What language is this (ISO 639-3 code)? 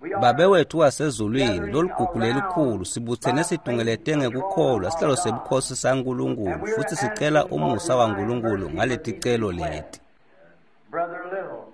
ssw